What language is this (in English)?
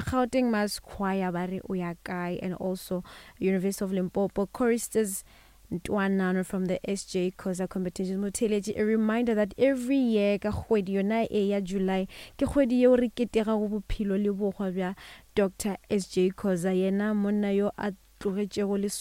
Northern Sotho